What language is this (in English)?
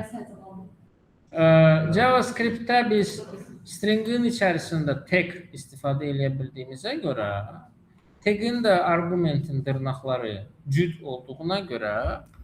Azerbaijani